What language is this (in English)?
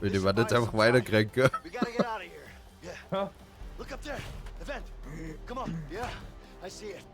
Bavarian